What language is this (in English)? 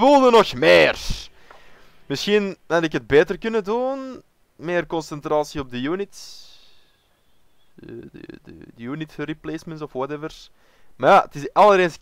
Dutch